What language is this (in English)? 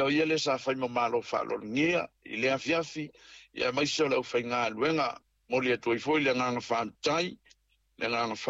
Samoan